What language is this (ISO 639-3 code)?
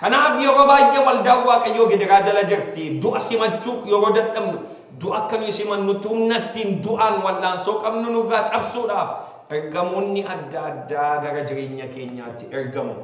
orm